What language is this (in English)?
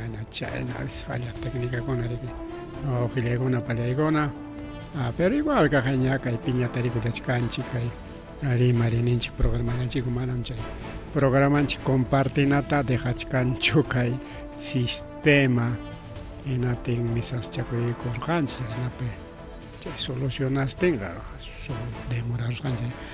Ayacucho Quechua